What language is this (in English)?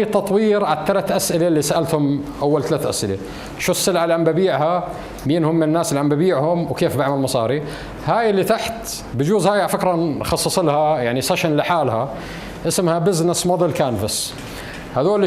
North Levantine Arabic